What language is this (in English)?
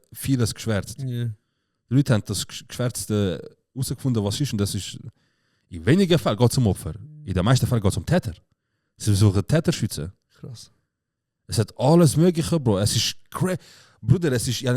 Swiss German